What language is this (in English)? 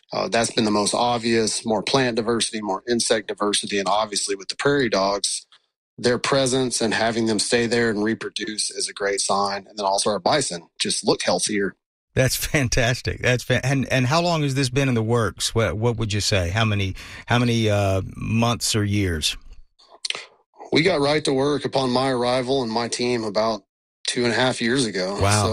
English